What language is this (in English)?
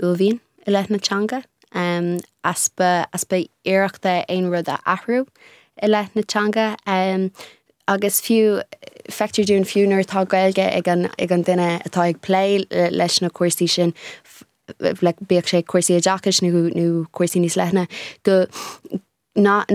Irish